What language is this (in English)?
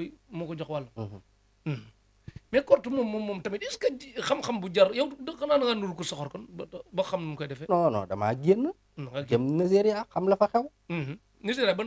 Wolof